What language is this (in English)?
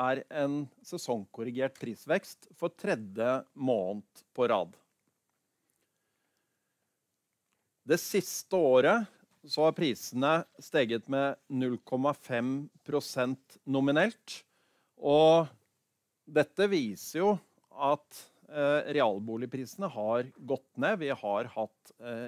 Norwegian